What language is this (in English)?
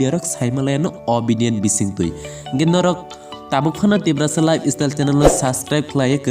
Kok Borok